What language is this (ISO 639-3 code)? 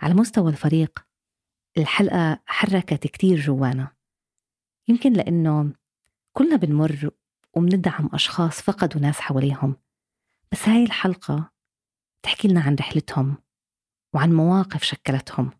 apc